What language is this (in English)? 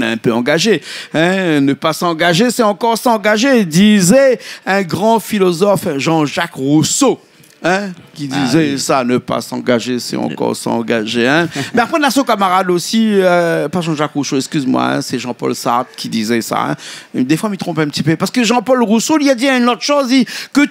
Réunion Creole French